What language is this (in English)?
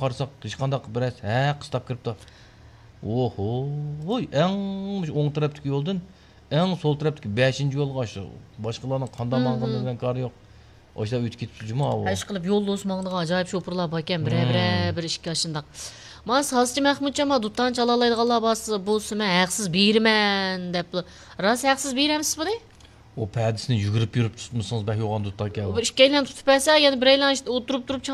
Uyghur